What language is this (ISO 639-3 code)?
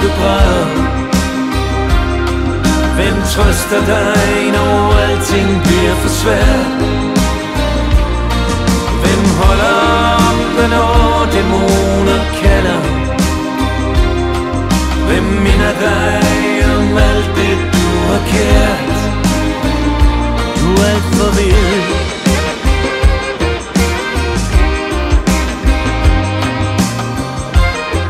dan